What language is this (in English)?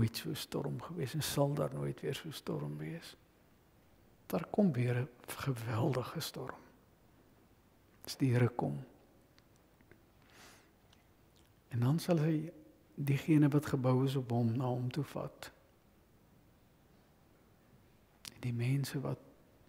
Afrikaans